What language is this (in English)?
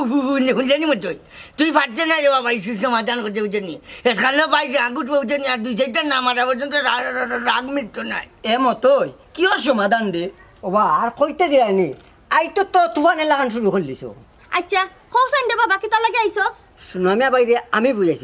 Sylheti